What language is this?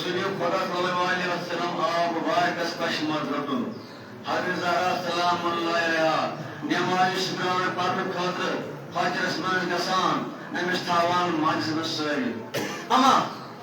Kashmiri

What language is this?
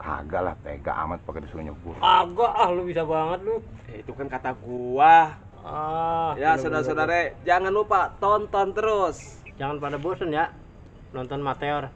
Betawi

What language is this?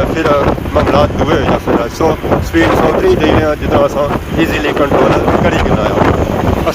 Pahari-Potwari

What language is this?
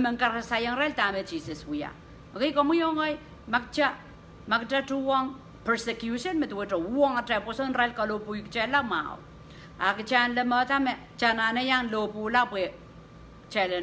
Pohnpeian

